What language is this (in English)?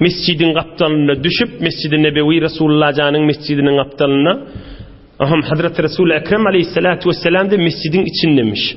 Turkmen